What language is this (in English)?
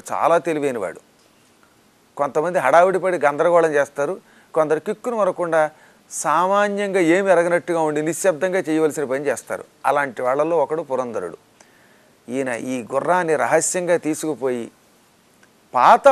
Telugu